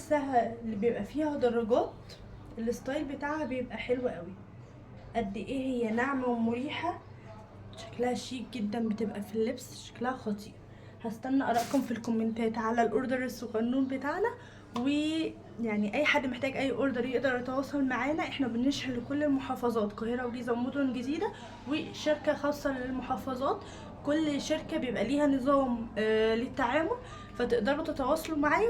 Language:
Egyptian Arabic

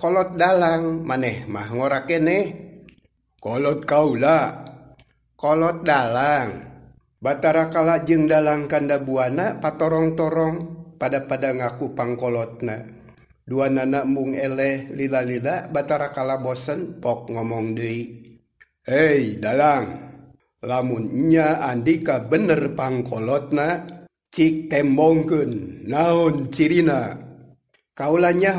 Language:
Sundanese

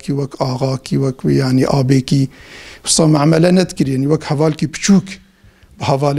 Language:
Kurdish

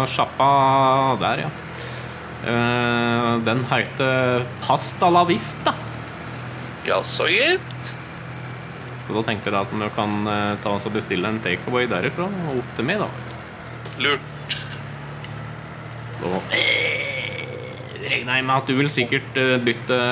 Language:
Norwegian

